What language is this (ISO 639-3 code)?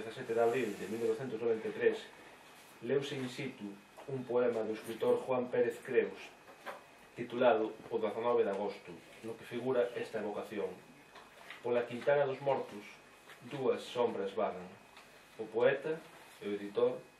glg